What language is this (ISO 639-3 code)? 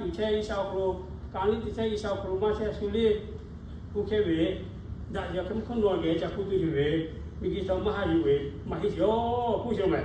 lhu